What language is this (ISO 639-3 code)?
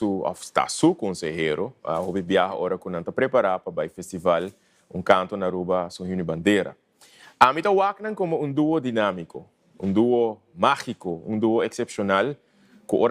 pap